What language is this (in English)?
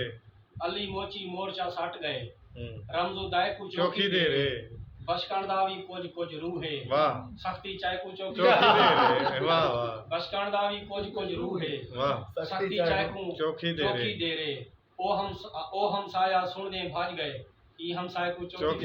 Saraiki